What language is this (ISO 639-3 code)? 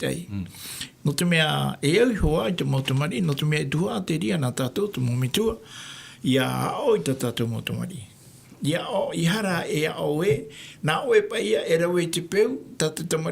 tah